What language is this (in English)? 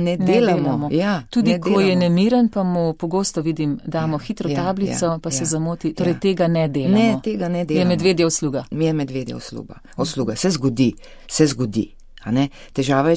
Slovenian